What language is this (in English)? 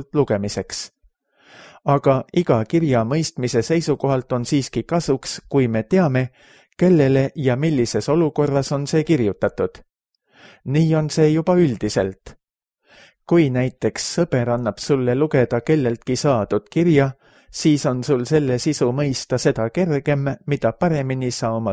Estonian